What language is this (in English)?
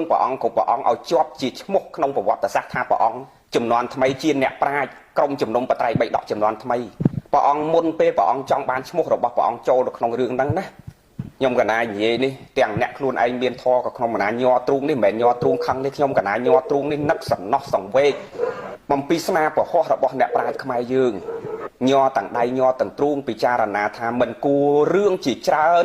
Khmer